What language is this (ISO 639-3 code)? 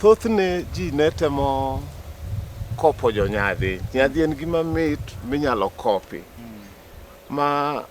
luo